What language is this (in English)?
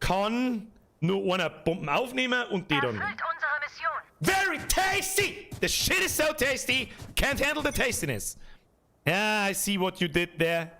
Bavarian